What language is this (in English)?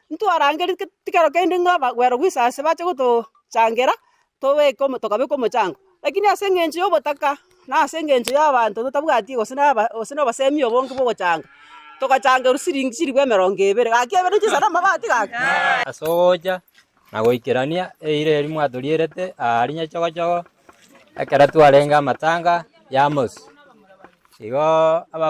Gusii